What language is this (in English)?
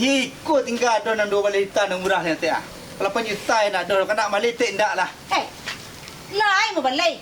Minangkabau